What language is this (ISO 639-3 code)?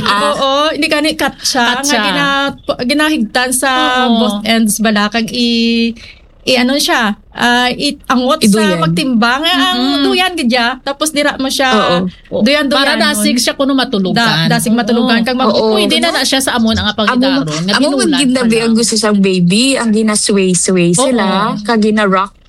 hil